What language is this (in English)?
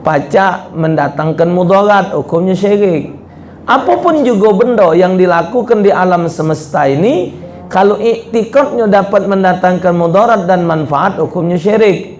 Musi